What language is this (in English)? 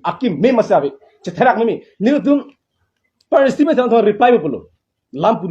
Karbi